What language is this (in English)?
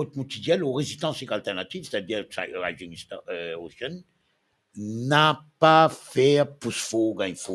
Morisyen